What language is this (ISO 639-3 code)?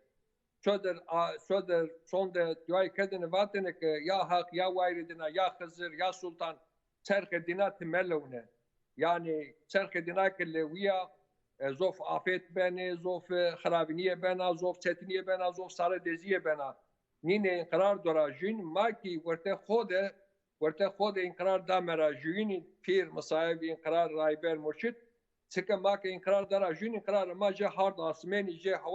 zza